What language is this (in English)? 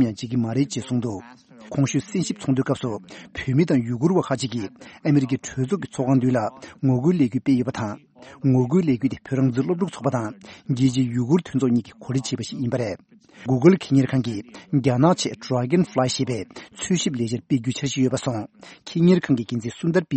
Tibetan